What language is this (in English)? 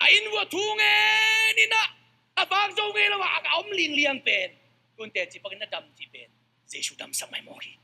Tedim Chin